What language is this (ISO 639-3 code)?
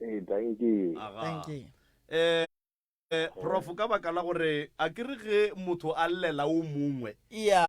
nso